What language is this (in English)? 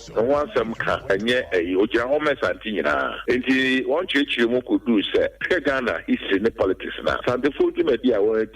Akan